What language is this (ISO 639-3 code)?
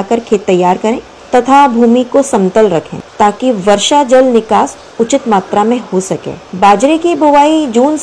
hin